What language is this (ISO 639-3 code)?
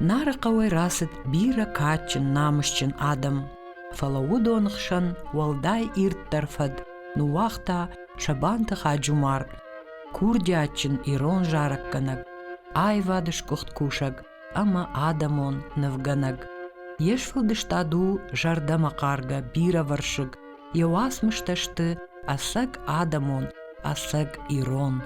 oss